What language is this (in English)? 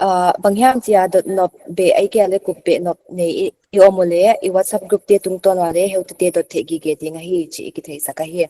Paite Chin